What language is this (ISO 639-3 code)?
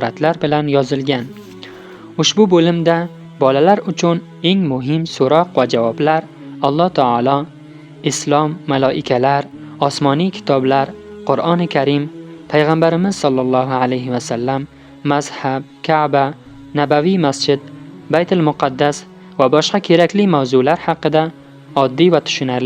uzb